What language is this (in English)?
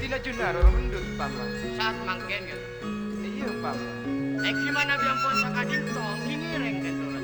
Madurese